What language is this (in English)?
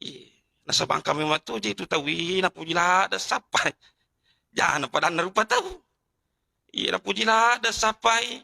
Buginese